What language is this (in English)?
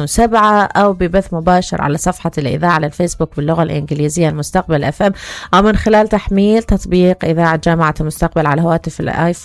Mesopotamian Arabic